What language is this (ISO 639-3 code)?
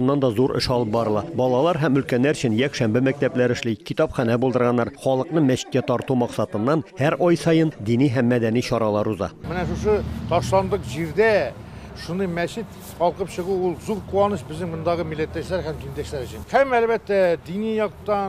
tat